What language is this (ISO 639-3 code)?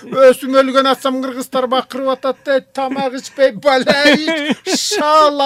kir